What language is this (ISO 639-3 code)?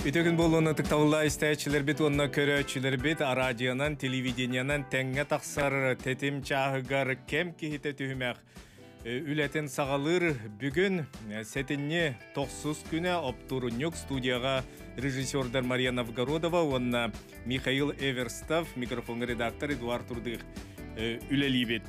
sah